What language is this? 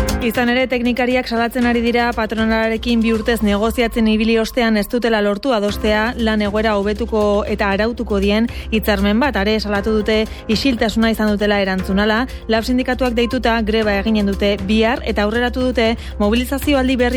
Basque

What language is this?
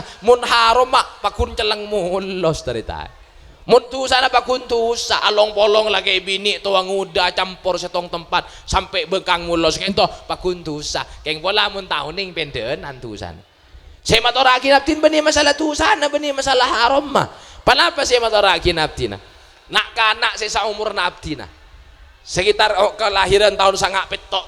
Madurese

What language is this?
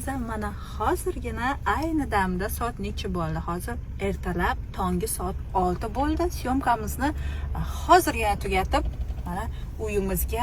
Uzbek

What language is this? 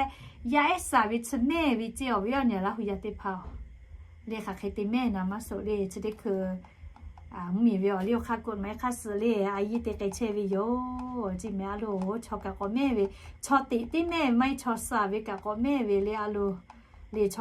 Lahu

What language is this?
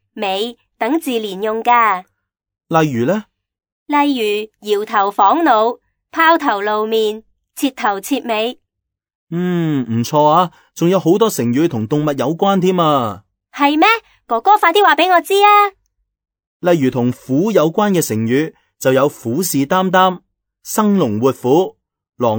Cantonese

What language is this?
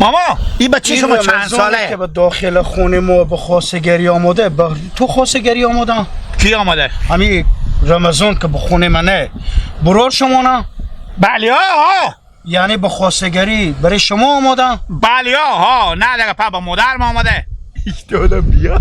Hazaragi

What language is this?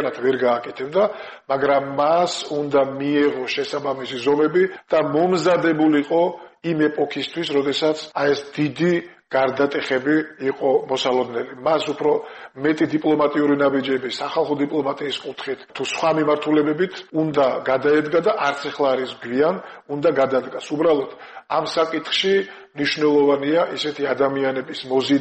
Georgian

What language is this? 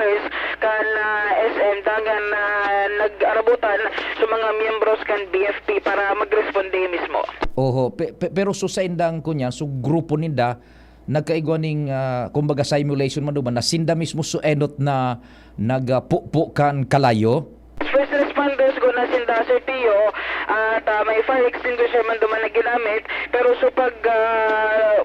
Bikol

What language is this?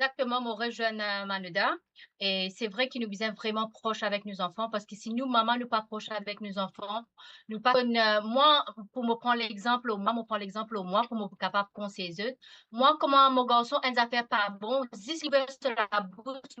Morisyen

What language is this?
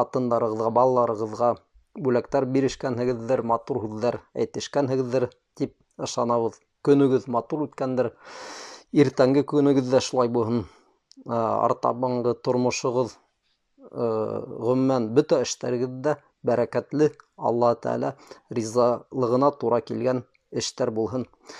Bashkir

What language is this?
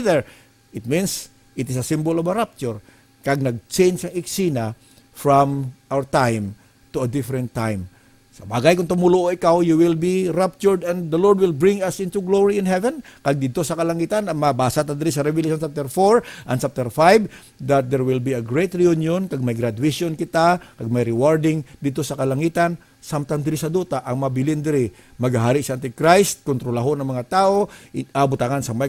Hiligaynon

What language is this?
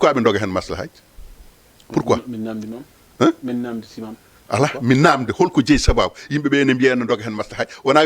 Fula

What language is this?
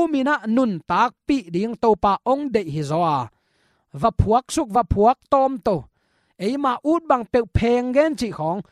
Tedim Chin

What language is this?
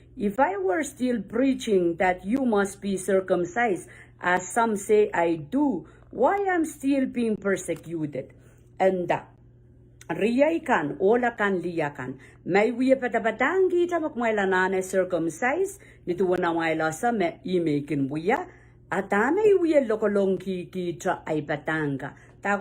Pohnpeian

